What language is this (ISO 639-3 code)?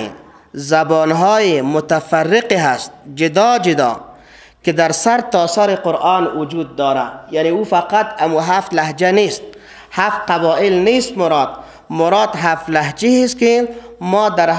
fas